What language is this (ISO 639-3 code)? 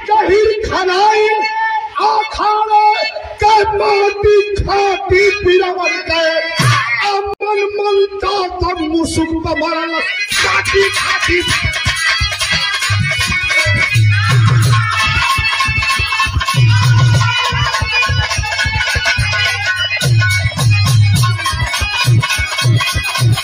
bho